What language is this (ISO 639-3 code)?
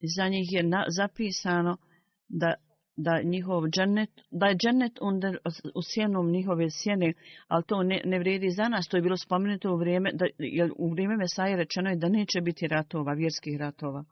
bos